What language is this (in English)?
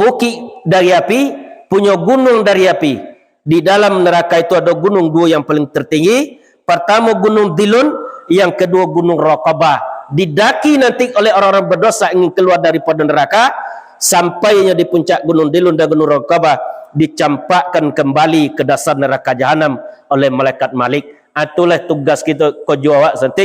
Minangkabau